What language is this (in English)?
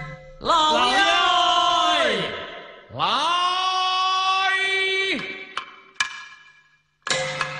Chinese